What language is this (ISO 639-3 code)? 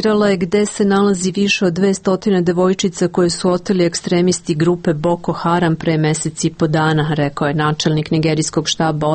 srp